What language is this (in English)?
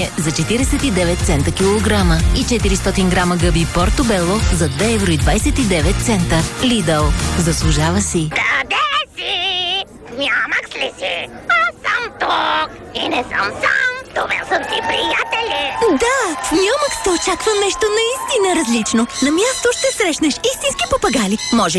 Bulgarian